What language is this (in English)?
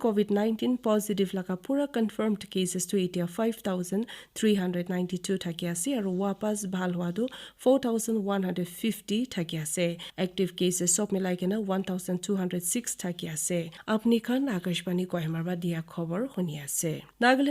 Naga Pidgin